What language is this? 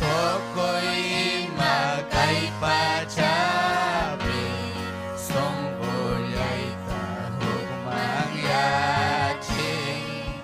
Ayacucho Quechua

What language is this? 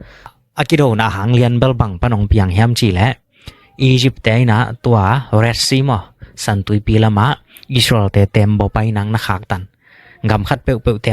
Tedim Chin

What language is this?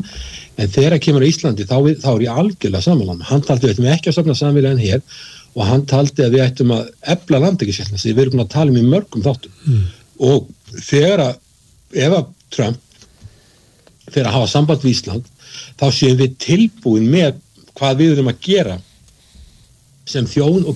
Icelandic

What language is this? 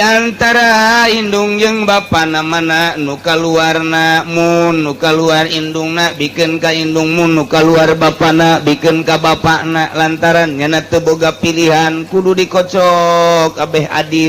Sundanese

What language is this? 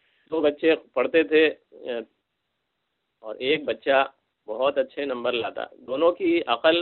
Urdu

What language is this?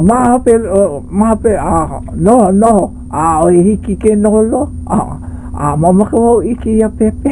Hawaiian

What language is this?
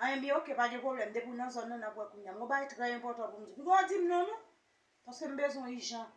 Haitian Creole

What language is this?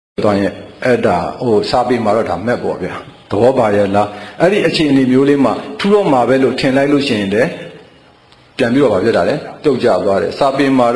Burmese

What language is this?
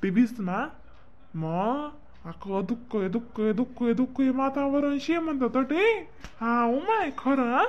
Khandesi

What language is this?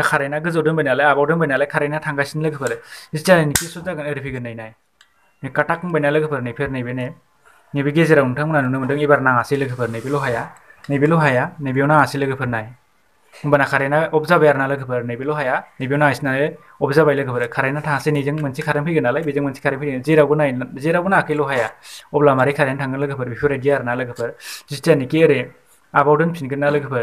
Bodo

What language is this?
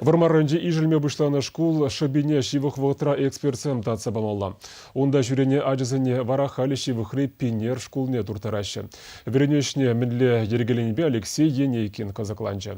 Chuvash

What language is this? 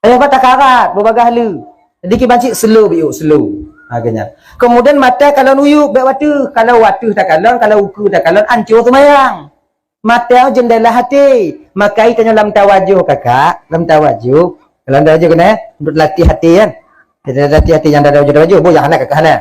Achinese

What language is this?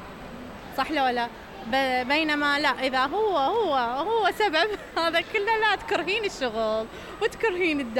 Mesopotamian Arabic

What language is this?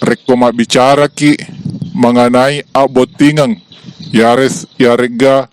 Buginese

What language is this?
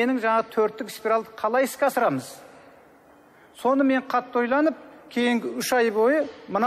Kazakh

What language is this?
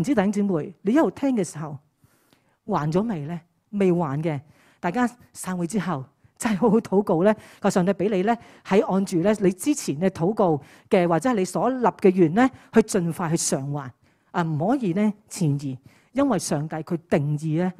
Cantonese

